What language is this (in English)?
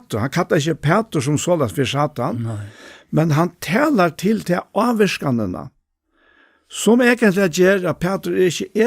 Faroese